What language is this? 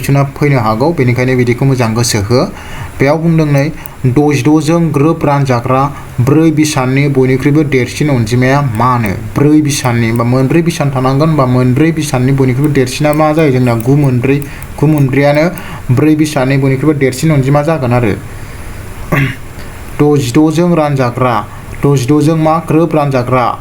Bodo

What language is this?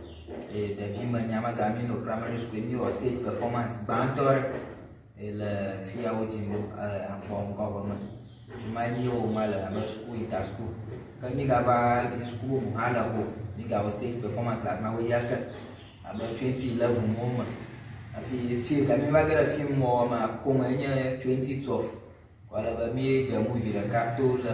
Ewe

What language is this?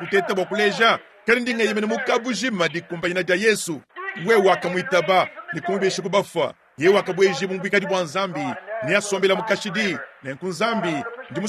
Luba-Lulua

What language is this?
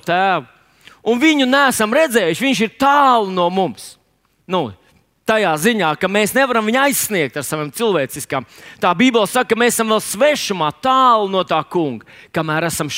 Latvian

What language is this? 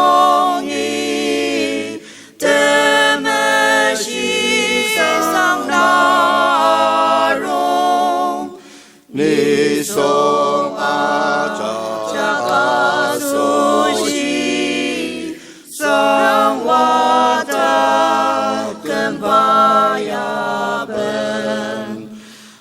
Ao Naga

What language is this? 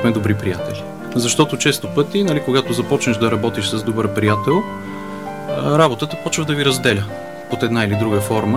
Bulgarian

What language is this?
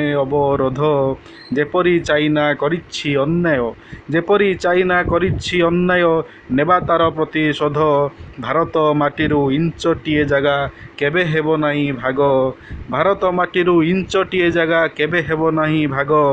Odia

